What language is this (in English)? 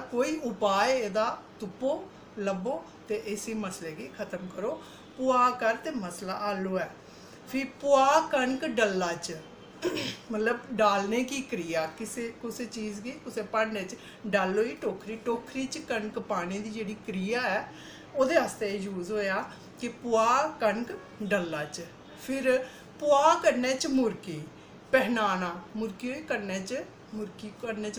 Dogri